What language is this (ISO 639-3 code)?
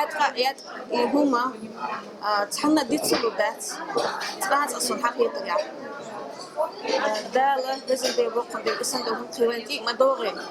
che